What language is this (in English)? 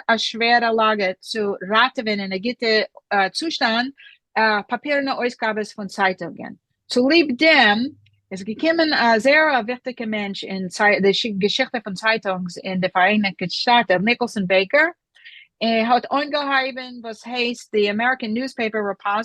Yiddish